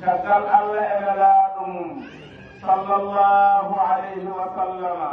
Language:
Fula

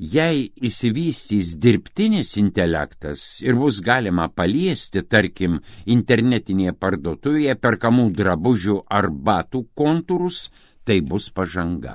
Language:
Lithuanian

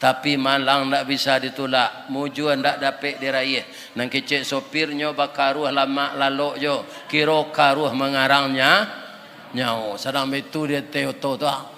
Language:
Minangkabau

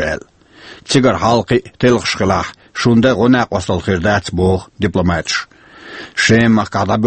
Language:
Chechen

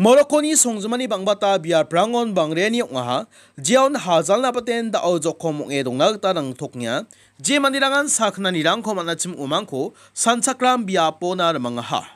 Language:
Garo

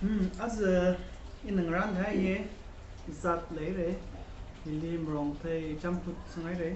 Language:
Tangkhul Naga (India)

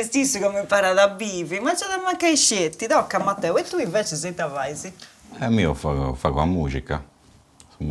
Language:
Sardinian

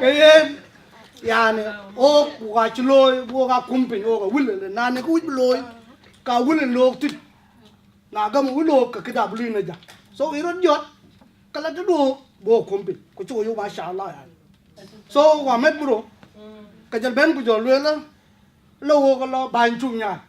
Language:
Dinka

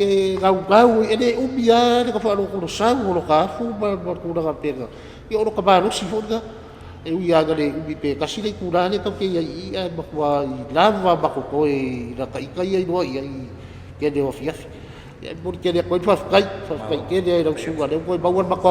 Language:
Samoan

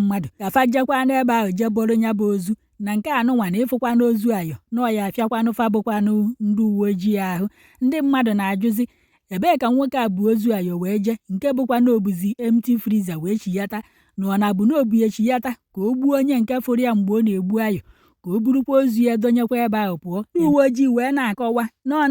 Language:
Igbo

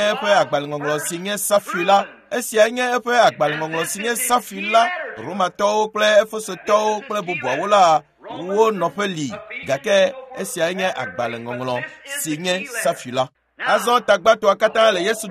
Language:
Ewe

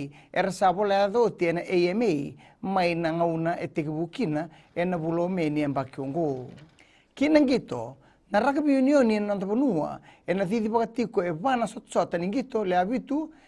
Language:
Fijian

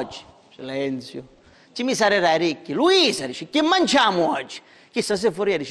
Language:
Sicilian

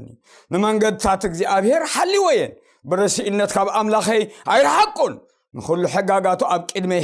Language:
Tigrinya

